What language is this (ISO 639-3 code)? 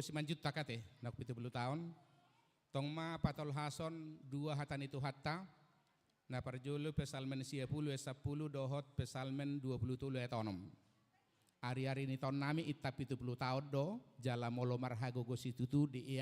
bbc